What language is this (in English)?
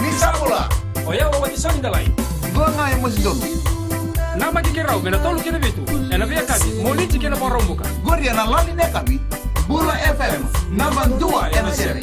Fijian